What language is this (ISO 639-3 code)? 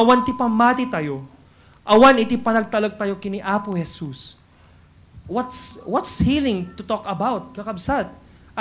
ilo